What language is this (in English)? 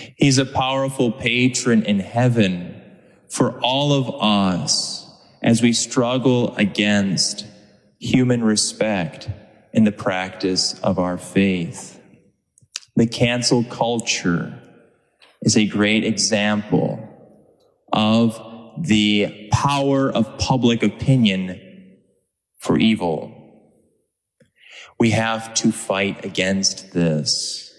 English